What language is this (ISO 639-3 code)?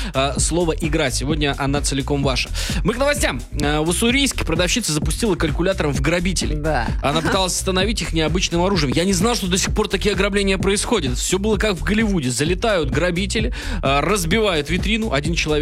rus